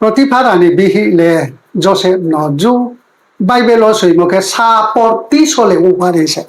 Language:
Riang (India)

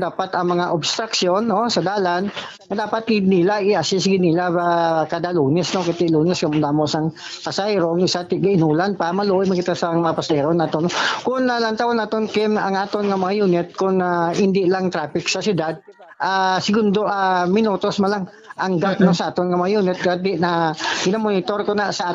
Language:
Hiligaynon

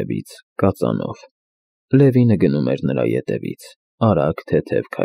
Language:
Armenian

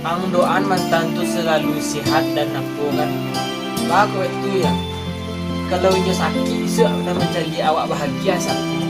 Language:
Minangkabau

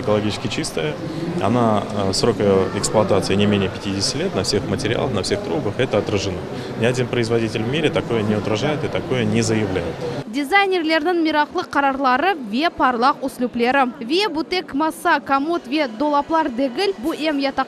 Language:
Crimean Tatar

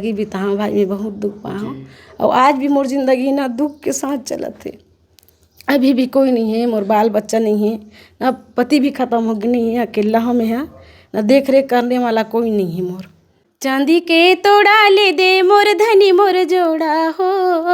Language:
Chhattisgarhi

